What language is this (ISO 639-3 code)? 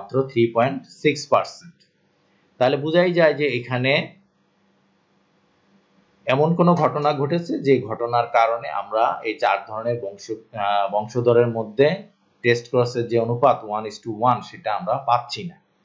ben